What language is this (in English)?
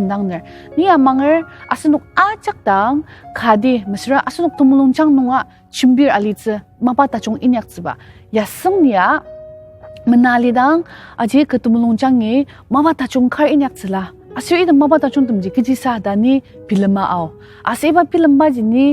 Ao Naga